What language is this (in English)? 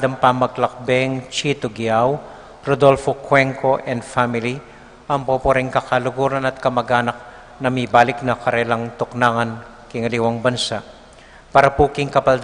Pampanga